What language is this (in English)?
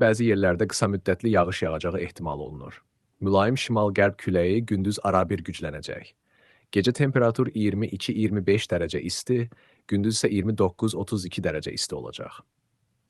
Azerbaijani